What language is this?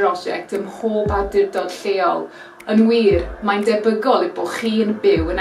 Welsh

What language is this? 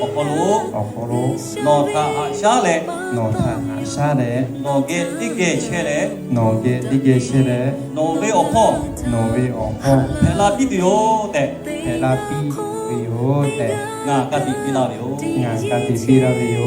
Lahu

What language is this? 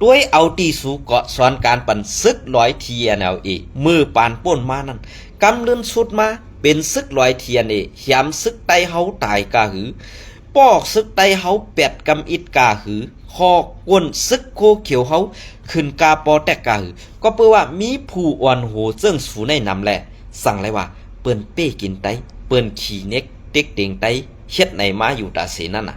Shan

